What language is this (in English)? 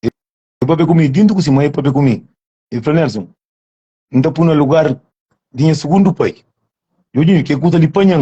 Kabuverdianu